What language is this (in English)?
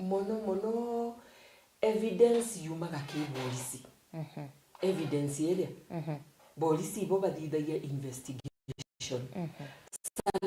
Meru